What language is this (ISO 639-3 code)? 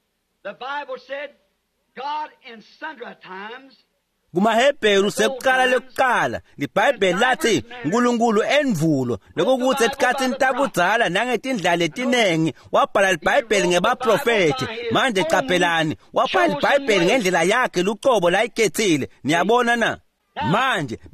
ssw